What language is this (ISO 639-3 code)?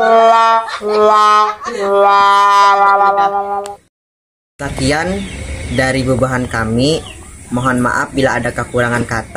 bjn